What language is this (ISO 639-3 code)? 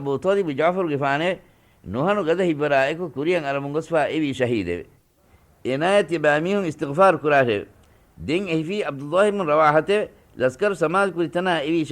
div